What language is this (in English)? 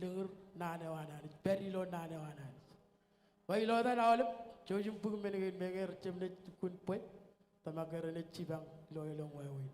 Marshallese